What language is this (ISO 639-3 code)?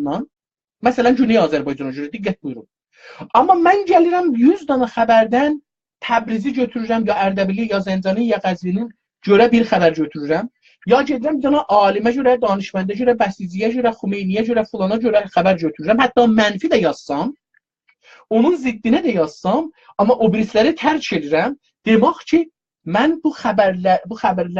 azb